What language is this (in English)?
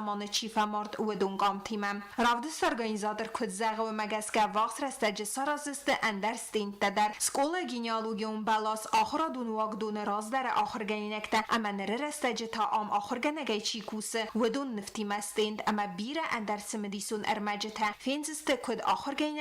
Ossetic